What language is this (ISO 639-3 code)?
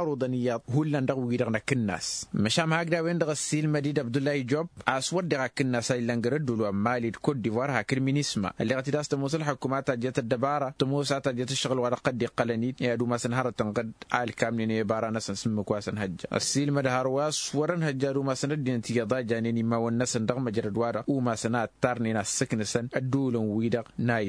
taq